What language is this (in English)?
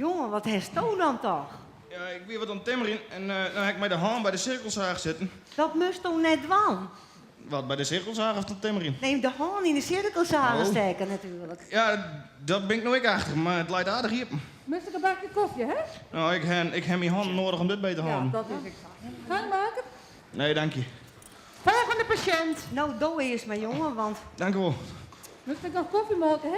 Western Frisian